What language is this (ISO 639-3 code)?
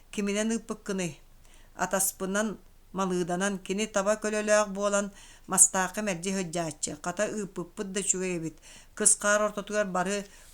sah